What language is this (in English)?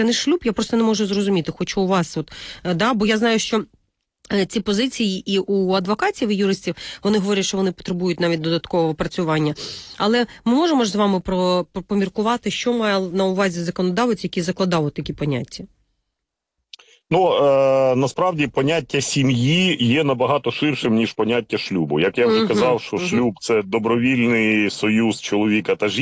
Ukrainian